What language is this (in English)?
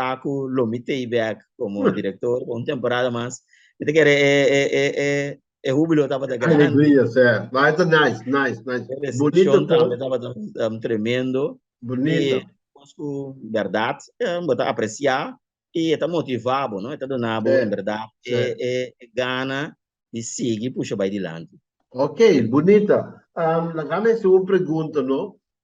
Papiamento